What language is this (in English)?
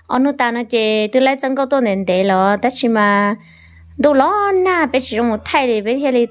Hmong